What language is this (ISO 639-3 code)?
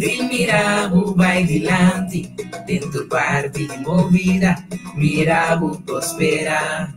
pap